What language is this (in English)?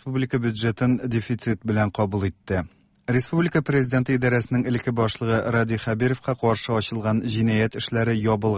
Tatar